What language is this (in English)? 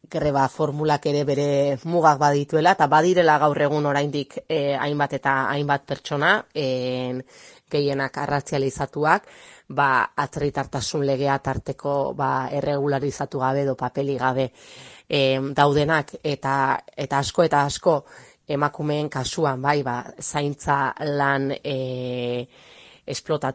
Basque